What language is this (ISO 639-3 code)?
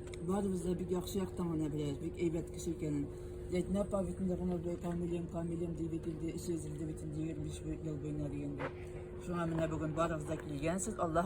tat